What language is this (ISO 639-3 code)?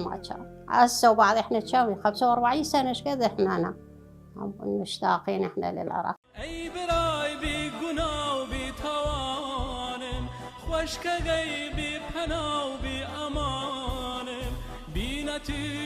acm